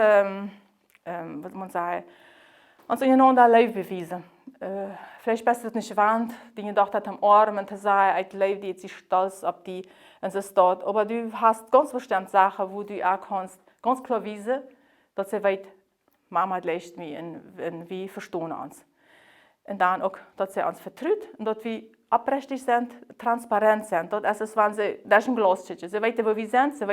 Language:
Plautdietsch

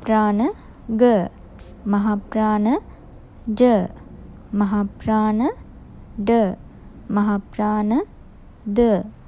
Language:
Sinhala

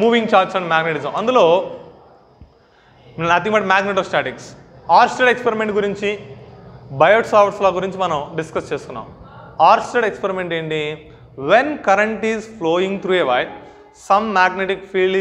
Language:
Telugu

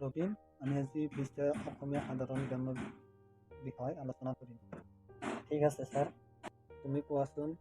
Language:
Assamese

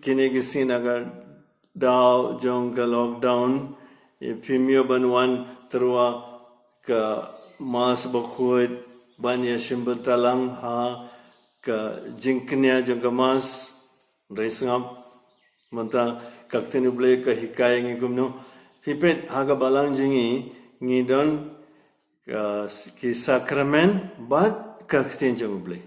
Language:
Khasi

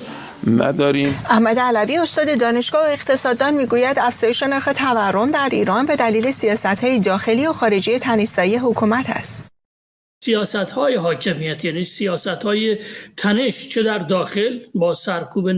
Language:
Persian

